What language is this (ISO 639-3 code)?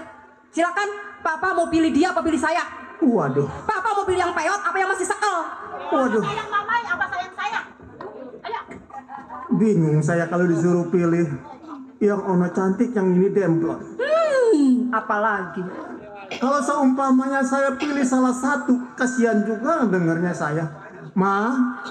bew